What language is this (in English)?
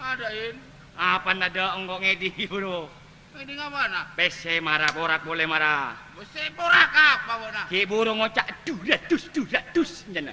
Madurese